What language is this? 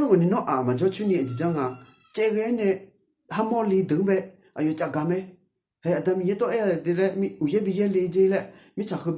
Akha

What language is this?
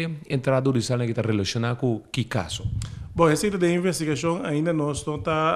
Papiamento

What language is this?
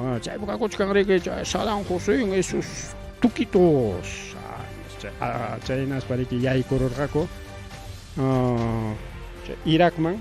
Ayacucho Quechua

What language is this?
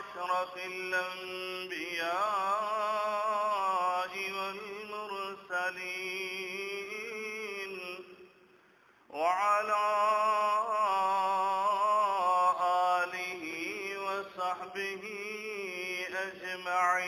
Urdu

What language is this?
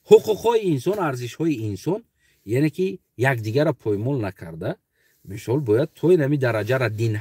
Tajik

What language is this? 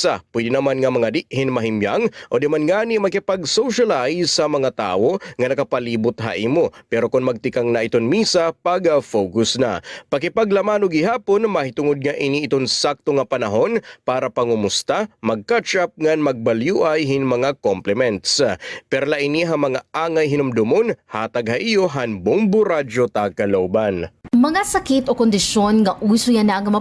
Waray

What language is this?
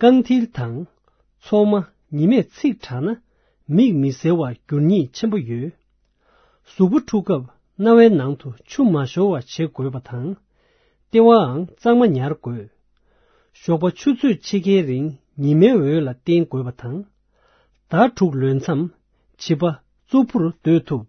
Tibetan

